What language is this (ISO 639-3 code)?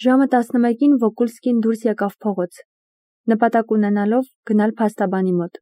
hye